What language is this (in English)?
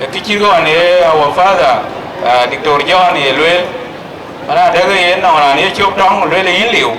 Dinka